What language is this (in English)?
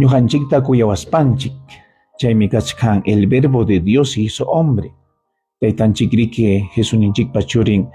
Ayacucho Quechua